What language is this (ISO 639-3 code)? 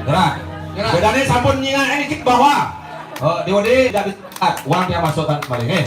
ban